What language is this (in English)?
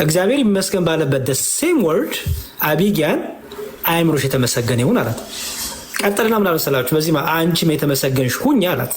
Amharic